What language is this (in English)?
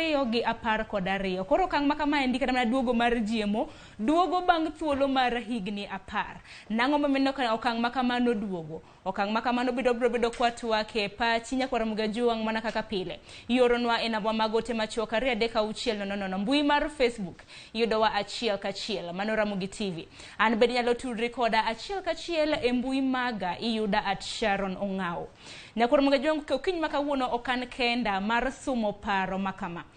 Luo (Kenya and Tanzania)